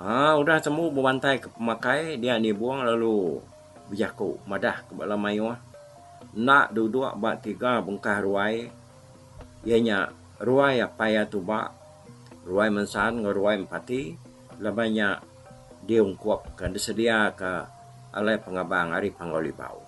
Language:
Iban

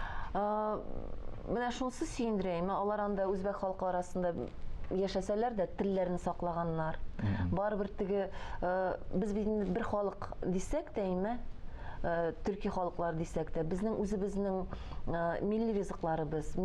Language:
Tatar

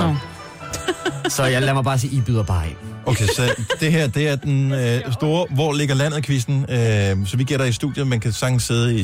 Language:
Danish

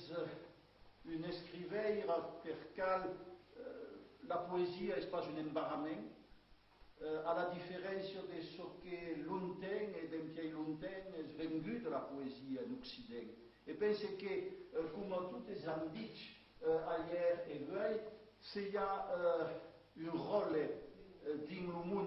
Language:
Occitan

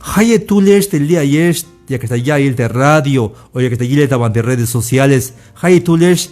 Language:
Tzeltal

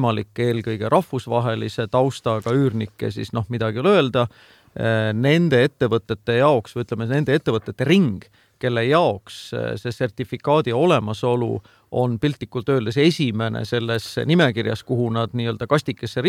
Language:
Estonian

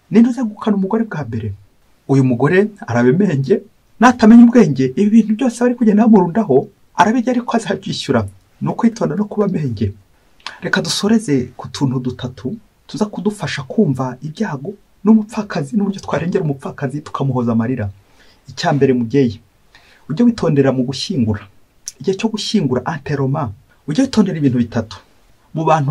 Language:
Kinyarwanda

